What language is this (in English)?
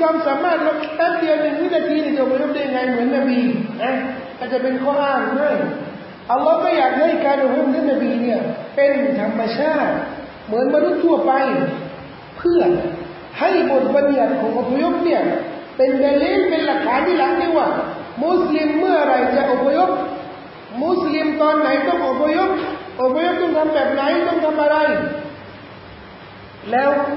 Thai